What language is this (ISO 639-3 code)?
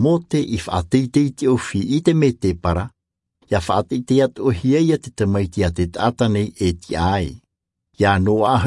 tah